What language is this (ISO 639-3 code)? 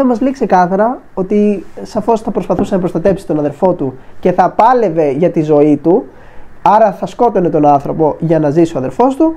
ell